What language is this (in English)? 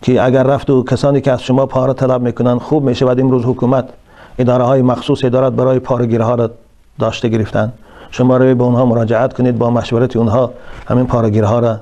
Tajik